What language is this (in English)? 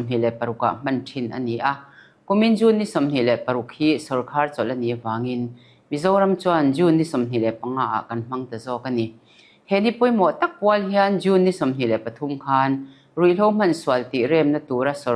Mizo